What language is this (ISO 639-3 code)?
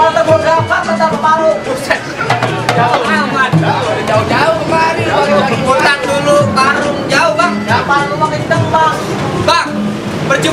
bew